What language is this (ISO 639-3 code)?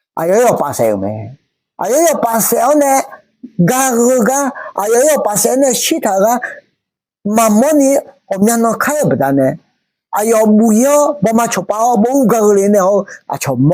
ahk